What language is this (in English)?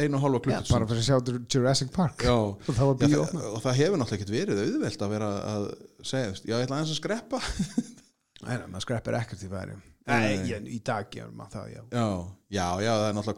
Icelandic